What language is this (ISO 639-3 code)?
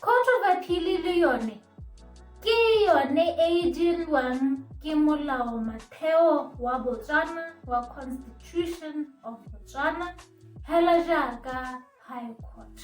tsn